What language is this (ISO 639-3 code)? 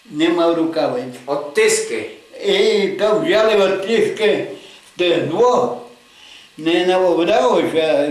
rue